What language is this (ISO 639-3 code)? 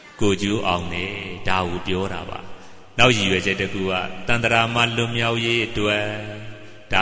mya